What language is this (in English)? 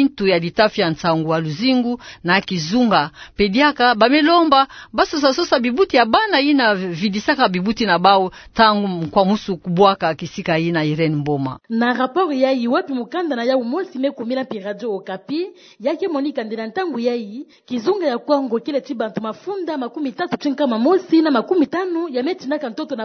Kituba (Democratic Republic of Congo)